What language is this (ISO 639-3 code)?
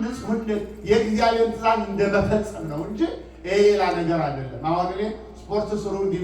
amh